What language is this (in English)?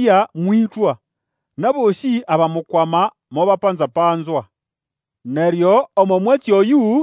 Nande